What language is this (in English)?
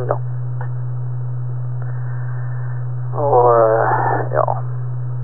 Norwegian